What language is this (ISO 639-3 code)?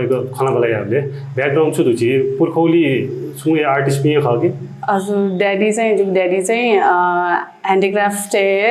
new